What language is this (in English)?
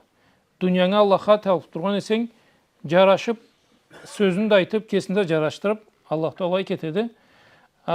Karachay-Balkar